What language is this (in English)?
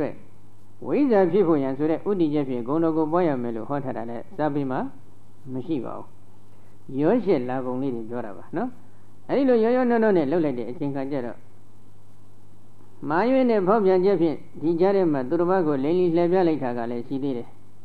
Burmese